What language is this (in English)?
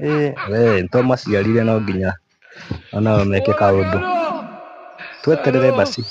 Swahili